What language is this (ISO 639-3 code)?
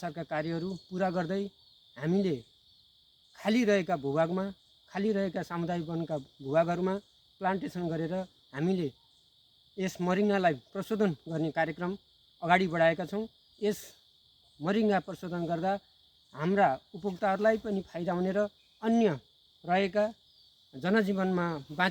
nep